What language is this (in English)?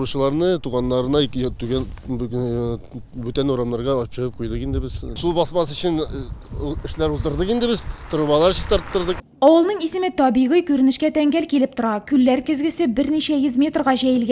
Tatar